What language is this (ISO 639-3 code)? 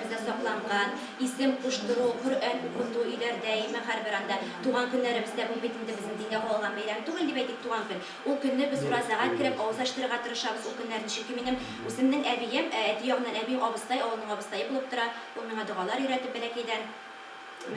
tat